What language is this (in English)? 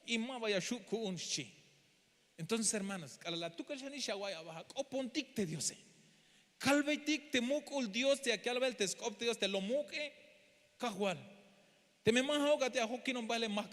Tzeltal